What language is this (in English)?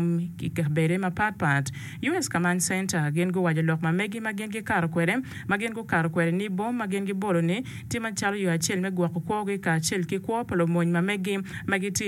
Acoli